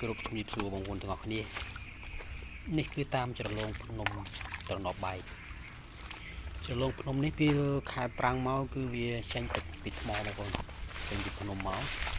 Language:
Khmer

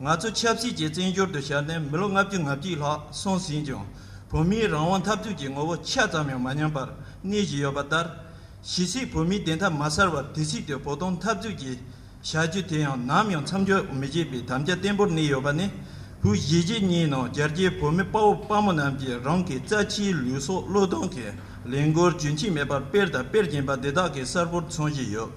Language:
Tibetan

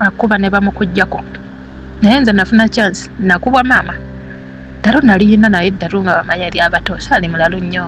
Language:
Ganda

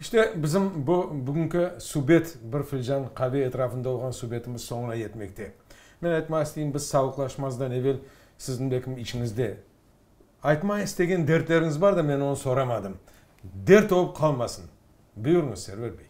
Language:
Crimean Tatar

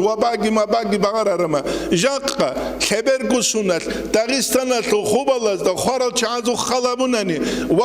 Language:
Avaric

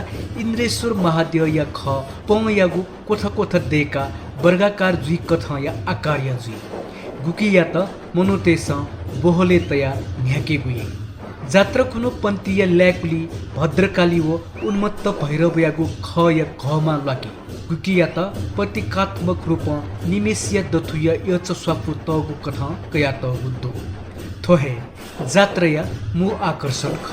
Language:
Newari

